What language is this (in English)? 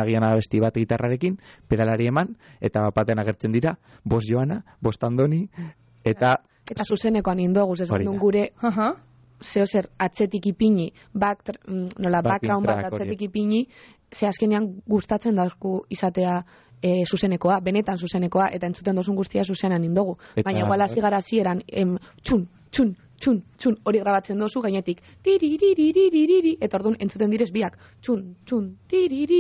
Basque